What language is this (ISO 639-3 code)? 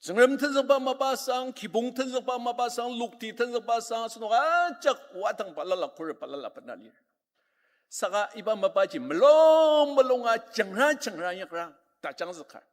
njo